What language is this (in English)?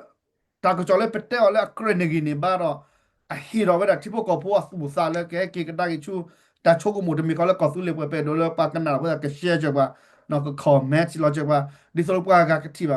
S'gaw Karen